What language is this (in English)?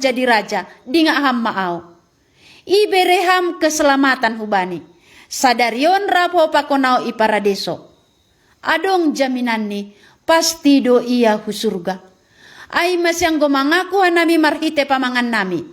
Batak Simalungun